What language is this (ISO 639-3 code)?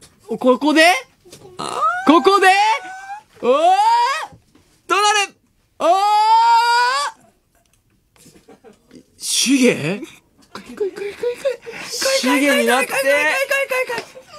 jpn